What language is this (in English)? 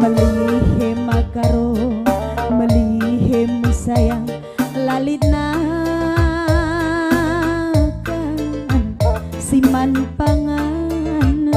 Batak Karo